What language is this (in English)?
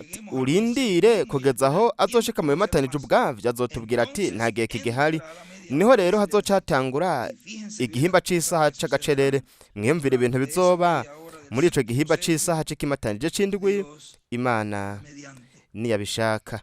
Rundi